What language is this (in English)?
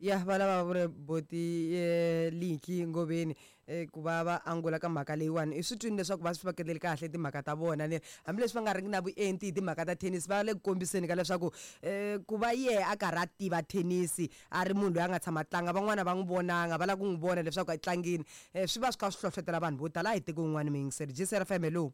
Tsonga